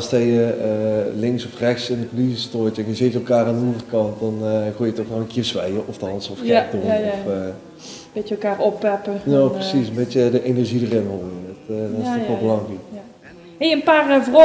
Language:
Limburgish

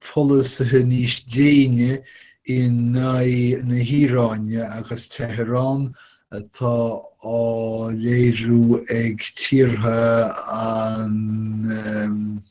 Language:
Irish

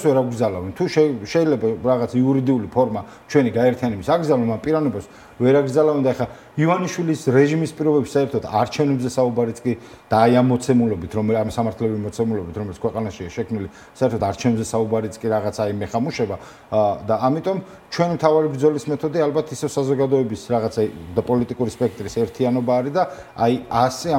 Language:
Georgian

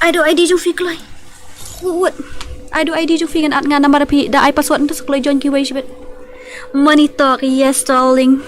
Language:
Khasi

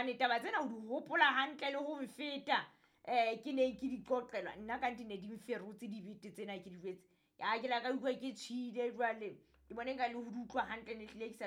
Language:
Southern Sotho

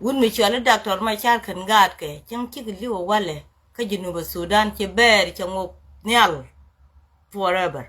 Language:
Nuer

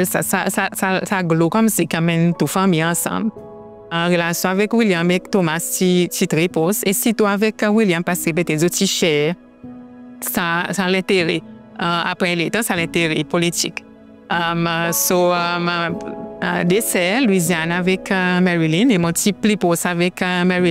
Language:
Seselwa Creole French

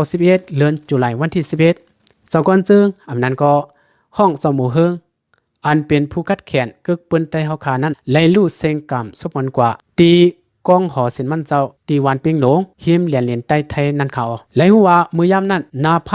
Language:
Shan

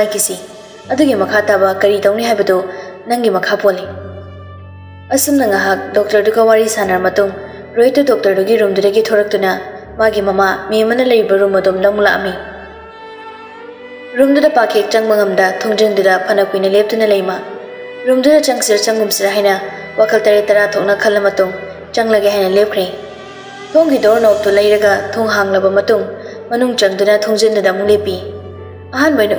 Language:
Manipuri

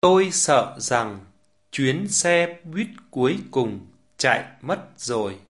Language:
Vietnamese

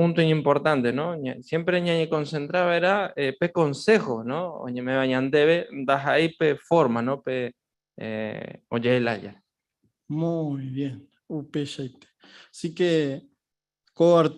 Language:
Guarani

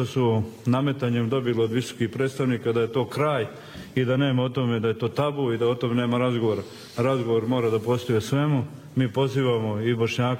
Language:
Bosnian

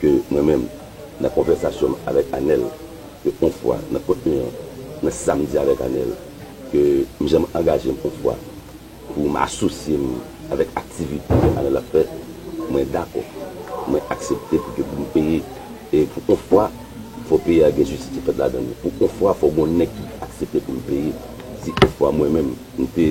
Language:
Haitian Creole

